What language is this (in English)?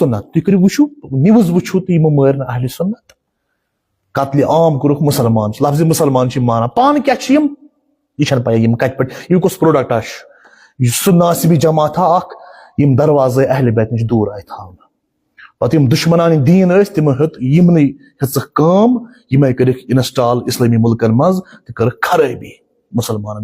Kashmiri